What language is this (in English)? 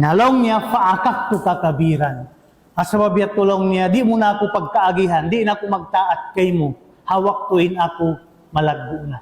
Tausug